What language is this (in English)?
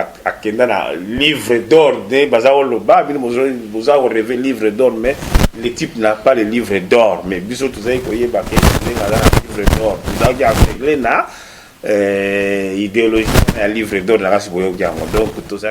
Lingala